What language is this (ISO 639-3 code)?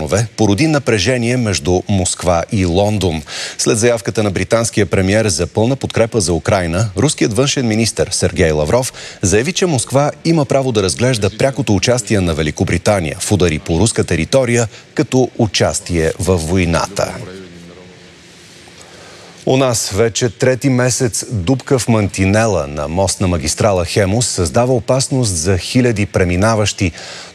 bul